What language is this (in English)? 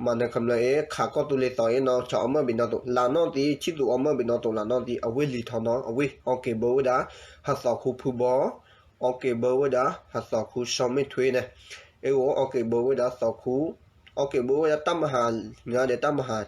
S'gaw Karen